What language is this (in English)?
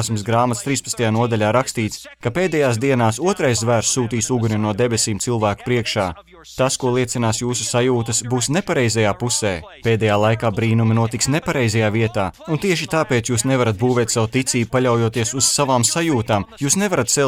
Latvian